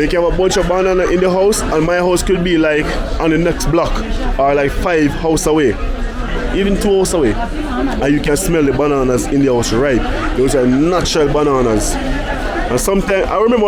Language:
Jamaican Creole English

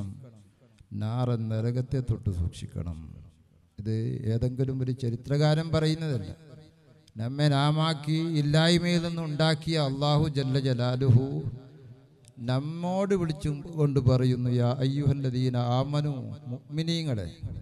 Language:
Malayalam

